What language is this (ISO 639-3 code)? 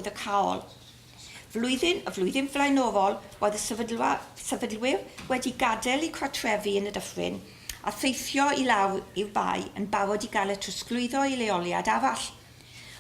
cym